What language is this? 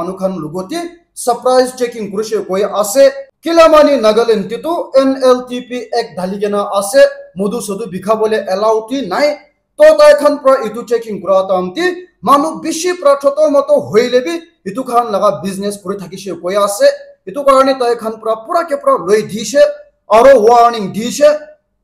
Naga Pidgin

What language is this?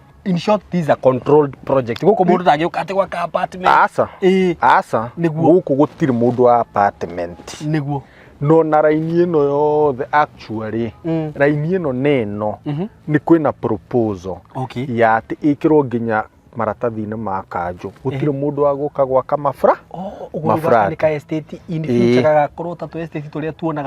Kikuyu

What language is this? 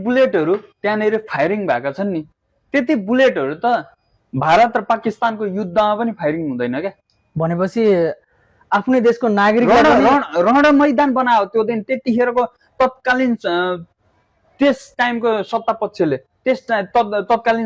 Nepali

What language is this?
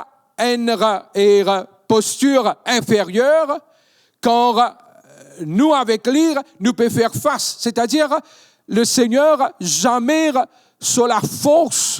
Morisyen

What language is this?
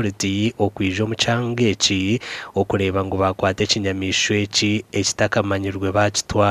Nyankole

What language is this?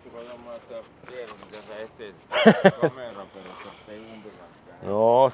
Finnish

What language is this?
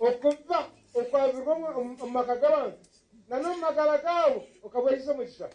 Nyankole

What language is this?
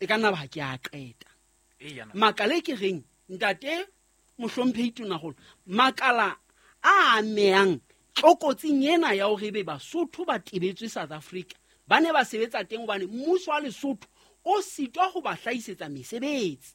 Southern Sotho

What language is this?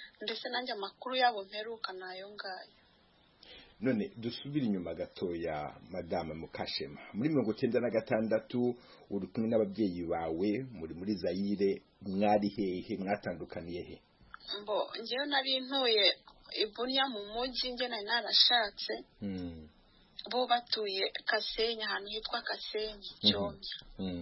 Kinyarwanda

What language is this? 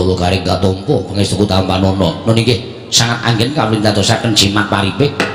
Javanese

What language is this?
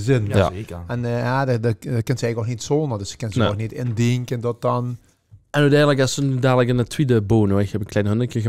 Limburgish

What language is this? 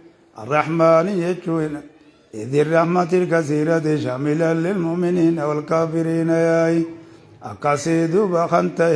Oromo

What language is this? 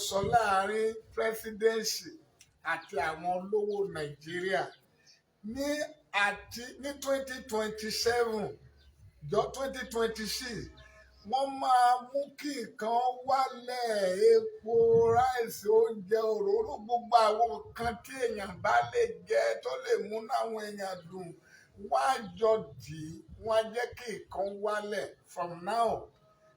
Yoruba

